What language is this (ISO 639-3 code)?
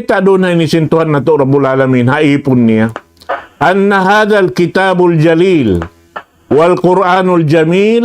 tsg